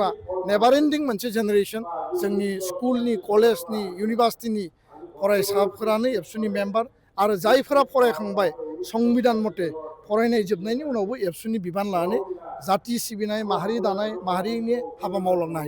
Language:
Bodo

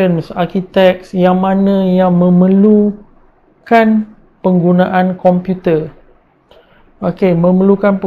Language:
Malay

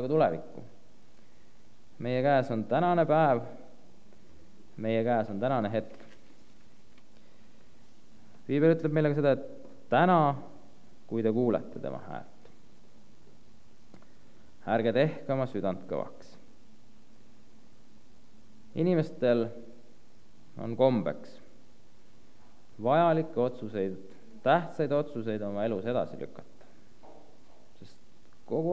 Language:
Estonian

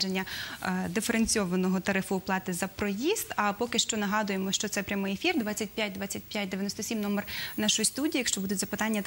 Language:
Ukrainian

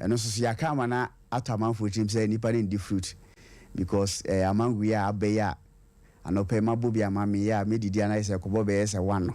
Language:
Akan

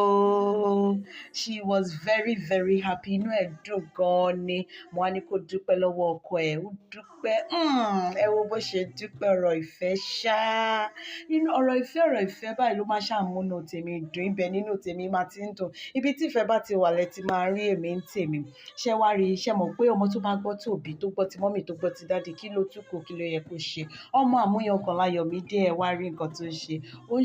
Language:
Yoruba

